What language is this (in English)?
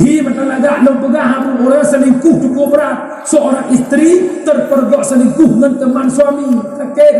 Achinese